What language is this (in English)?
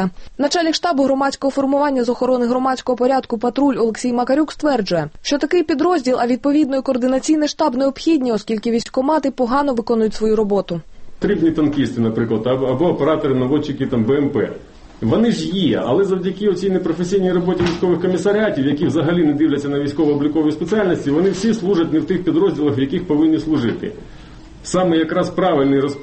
Ukrainian